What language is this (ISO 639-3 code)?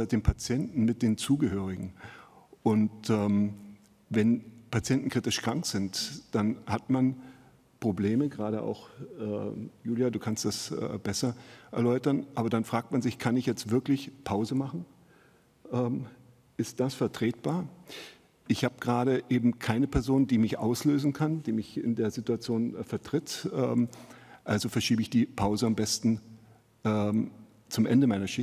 deu